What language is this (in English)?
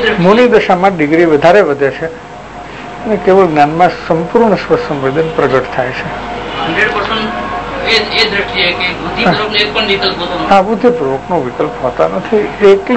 Gujarati